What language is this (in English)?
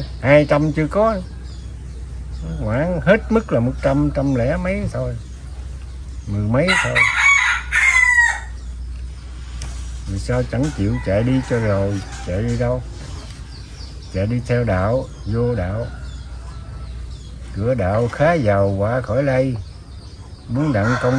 Vietnamese